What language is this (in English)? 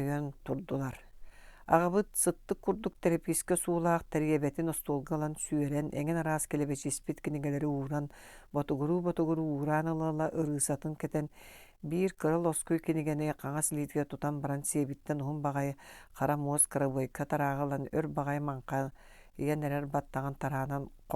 Yakut